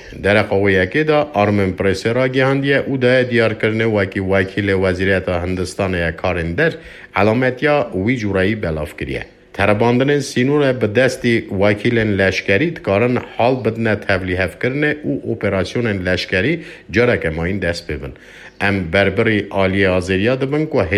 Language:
Kurdish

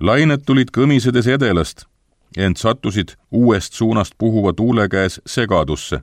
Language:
Estonian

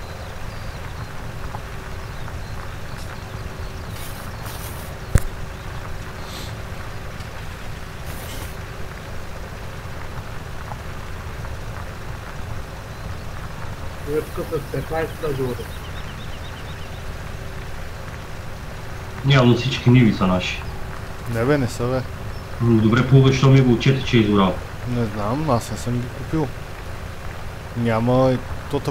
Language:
Bulgarian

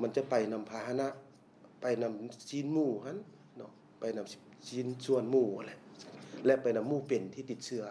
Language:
Lao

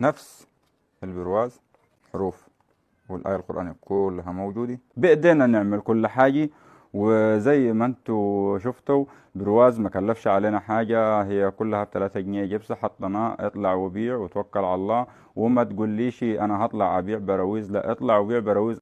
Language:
Egyptian Arabic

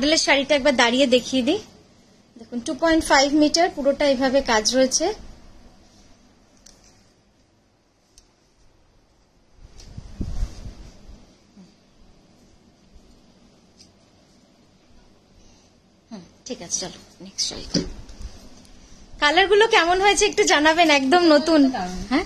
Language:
Bangla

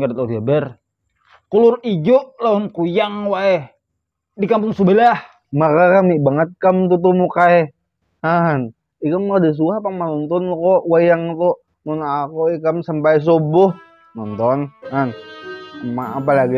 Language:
Banjar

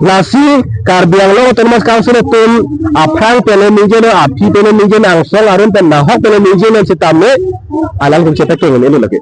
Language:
Karbi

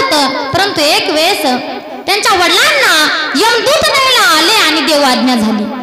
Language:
Marathi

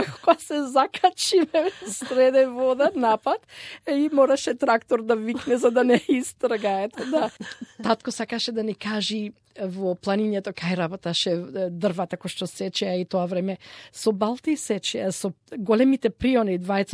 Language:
Macedonian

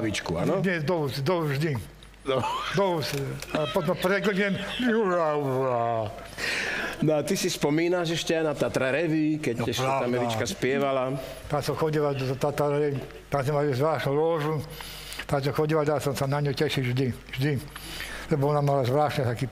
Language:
Slovak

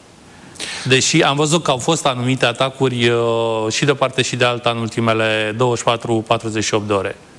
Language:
Romanian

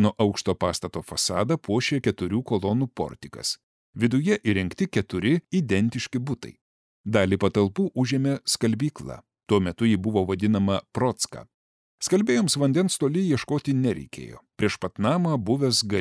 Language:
Lithuanian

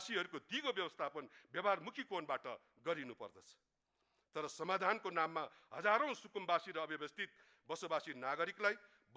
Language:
Nepali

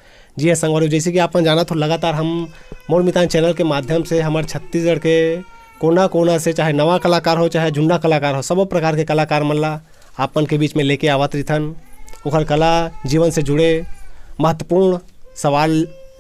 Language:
Chhattisgarhi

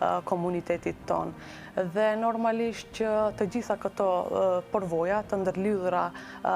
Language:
Albanian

